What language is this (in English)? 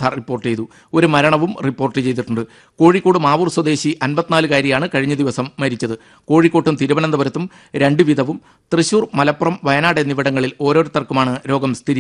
Malayalam